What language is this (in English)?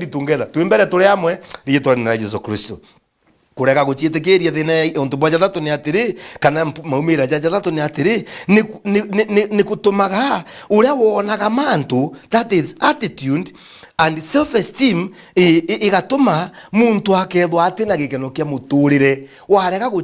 Meru